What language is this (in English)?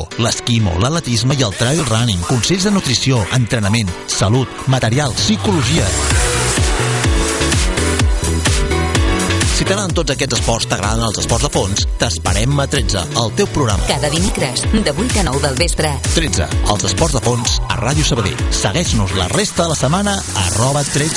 Catalan